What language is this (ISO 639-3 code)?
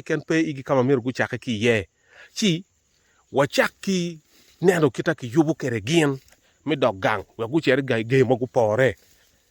ach